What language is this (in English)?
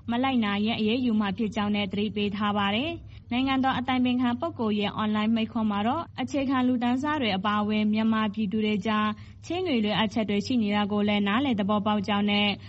Burmese